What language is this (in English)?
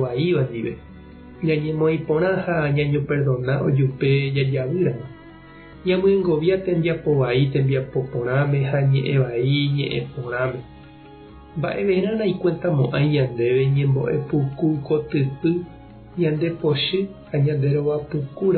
Guarani